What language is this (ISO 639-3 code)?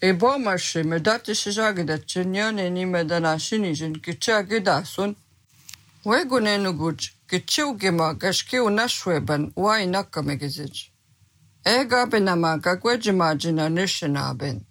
srp